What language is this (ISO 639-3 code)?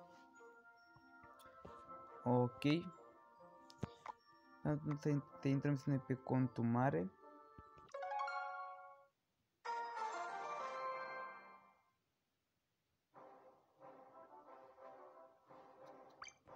ron